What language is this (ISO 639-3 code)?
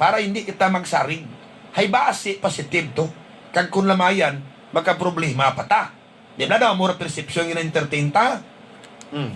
hil